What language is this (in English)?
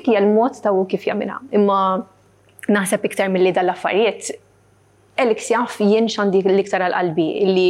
Maltese